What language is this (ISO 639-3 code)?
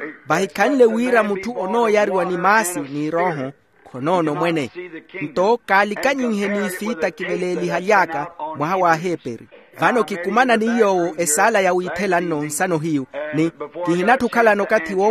vmw